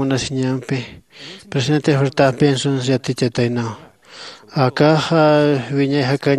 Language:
Aymara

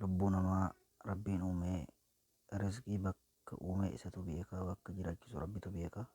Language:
Oromo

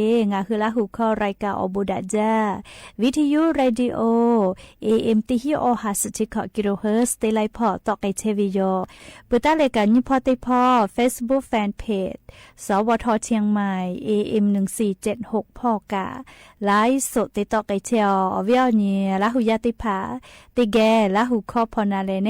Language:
Lahu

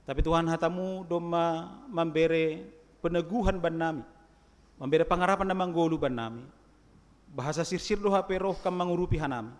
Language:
Batak Simalungun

